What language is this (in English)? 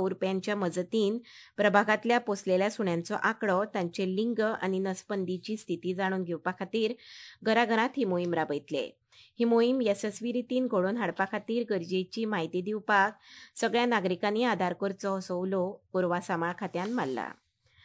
Konkani